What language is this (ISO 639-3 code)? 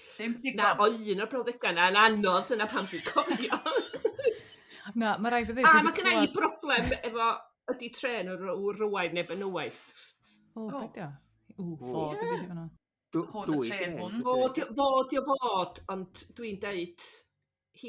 cym